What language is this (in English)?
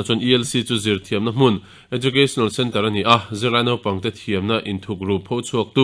Mizo